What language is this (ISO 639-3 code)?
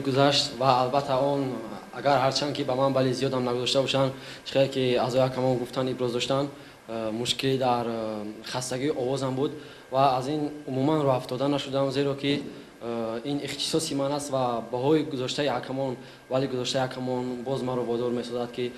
tgk